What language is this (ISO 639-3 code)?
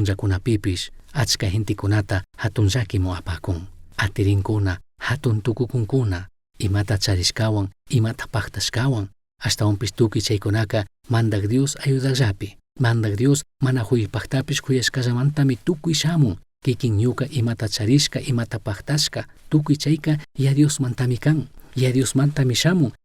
qug